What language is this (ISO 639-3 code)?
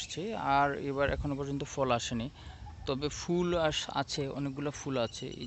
ben